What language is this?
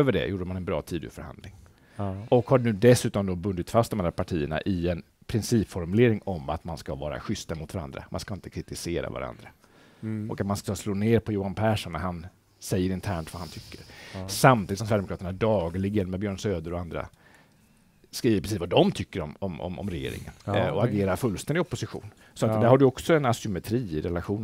Swedish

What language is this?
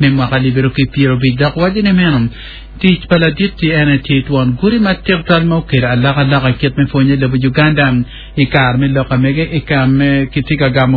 Acoli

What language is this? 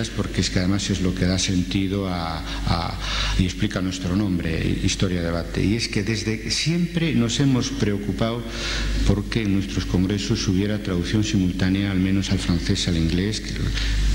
Spanish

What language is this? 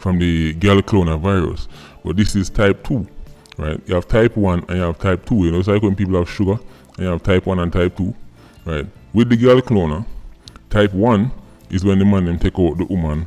Jamaican Creole English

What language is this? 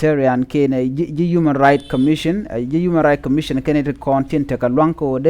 Nuer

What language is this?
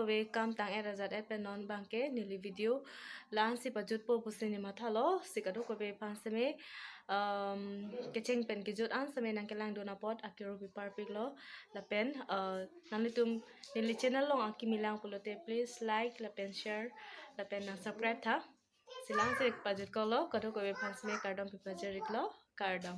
Karbi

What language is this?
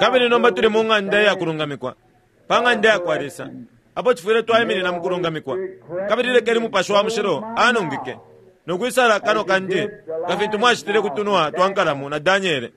Bemba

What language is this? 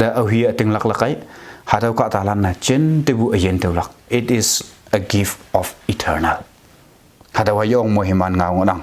Konyak Naga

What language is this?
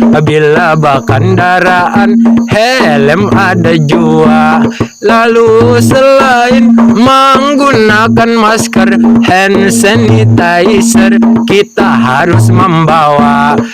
Banjar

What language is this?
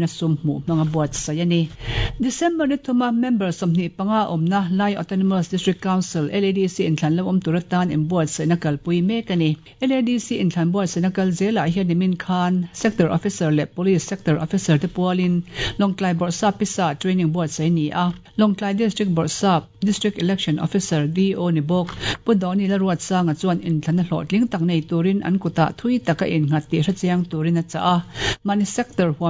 Mizo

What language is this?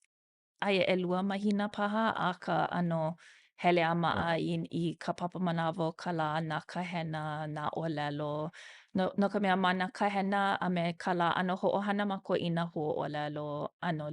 Hawaiian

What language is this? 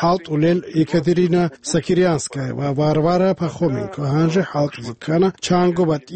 Avaric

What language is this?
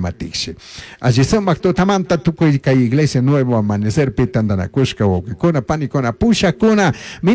Chimborazo Highland Quichua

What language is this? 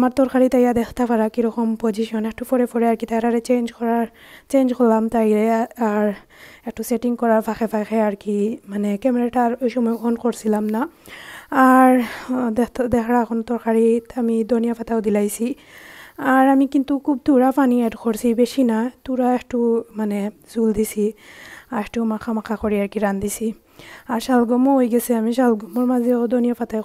Sylheti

